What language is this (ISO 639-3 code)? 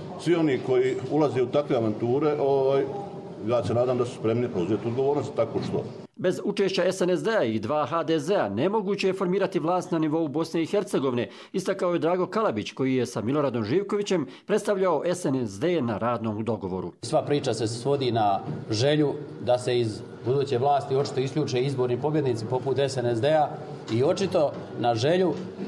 hrv